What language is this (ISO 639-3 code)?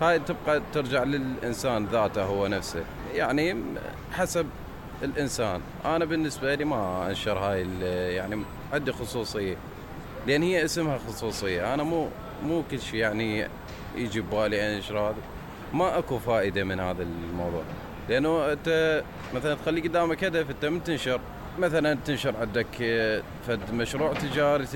acm